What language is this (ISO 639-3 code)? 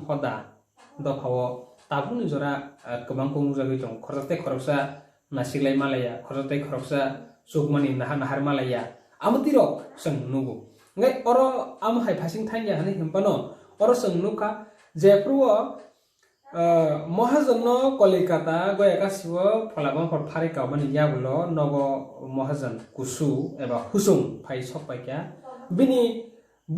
trp